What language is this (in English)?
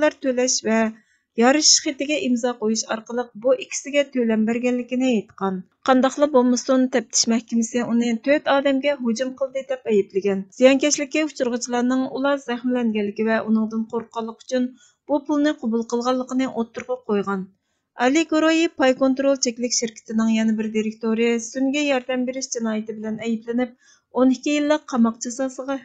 Uyghur